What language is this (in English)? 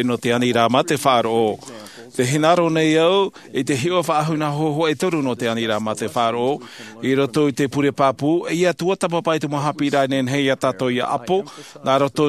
Tahitian